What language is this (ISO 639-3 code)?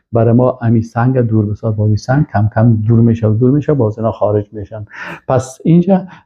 fas